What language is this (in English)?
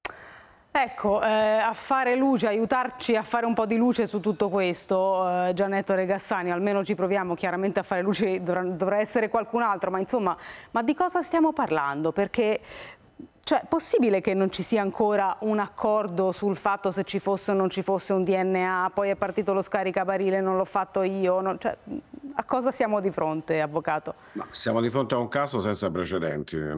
Italian